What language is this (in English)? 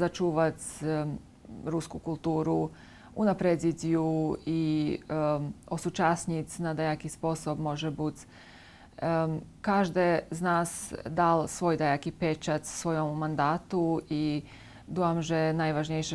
Rusyn